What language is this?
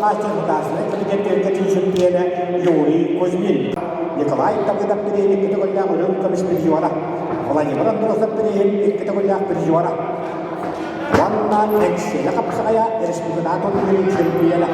Yakut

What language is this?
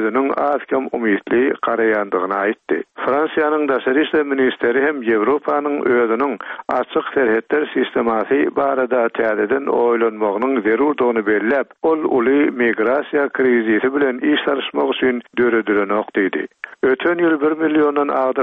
Turkmen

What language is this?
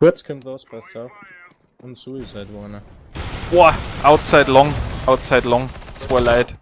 Bavarian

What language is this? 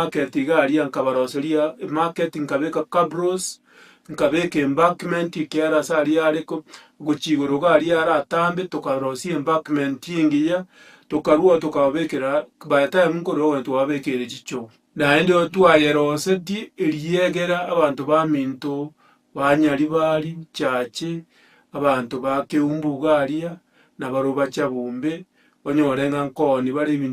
Gusii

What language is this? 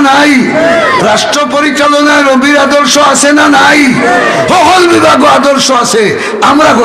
Sylheti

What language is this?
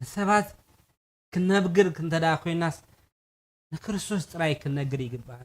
Tigrinya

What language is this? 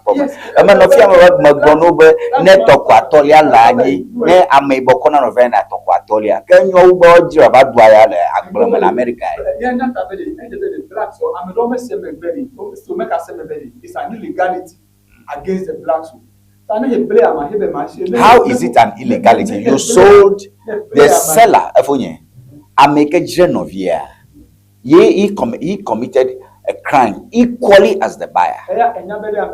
Ewe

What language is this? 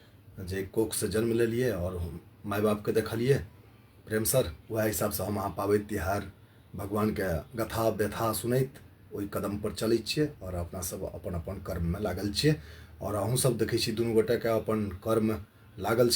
Maithili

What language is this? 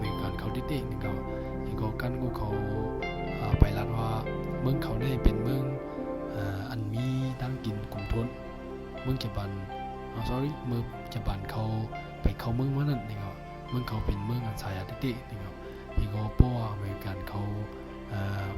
Shan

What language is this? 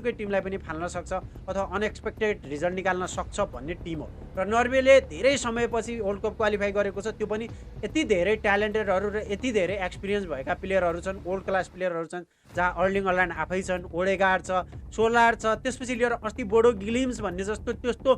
Nepali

